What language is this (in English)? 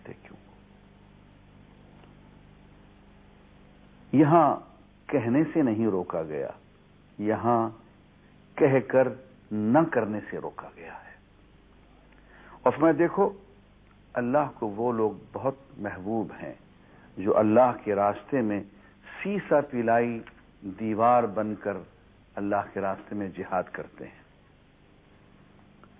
Urdu